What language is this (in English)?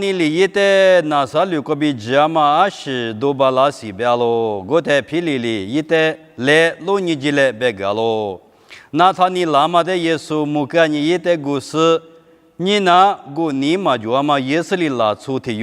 Lisu